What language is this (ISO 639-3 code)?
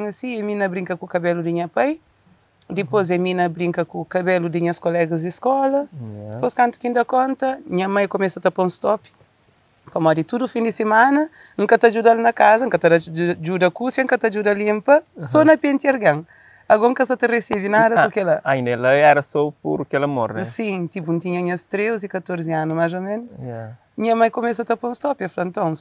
kea